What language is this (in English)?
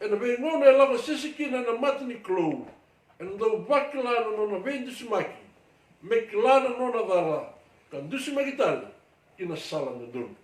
Fijian